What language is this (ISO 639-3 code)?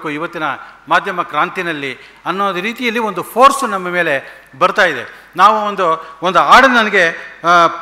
kan